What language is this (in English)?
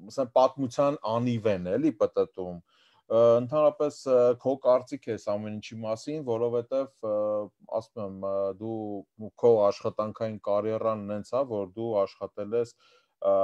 Armenian